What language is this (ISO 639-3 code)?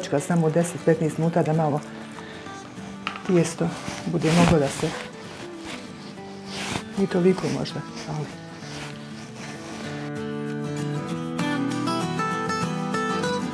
bos